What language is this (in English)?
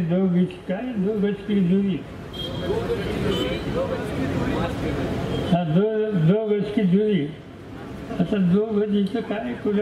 Marathi